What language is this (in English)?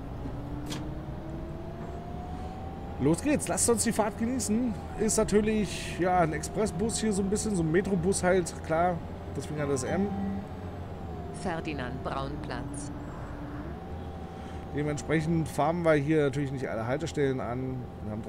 German